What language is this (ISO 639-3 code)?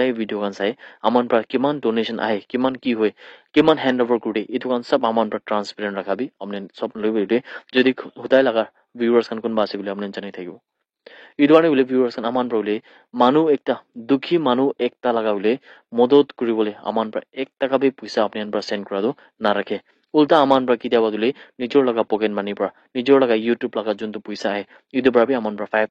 nag